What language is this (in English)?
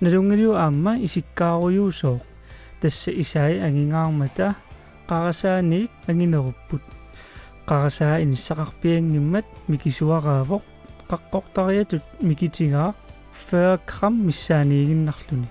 Kalaallisut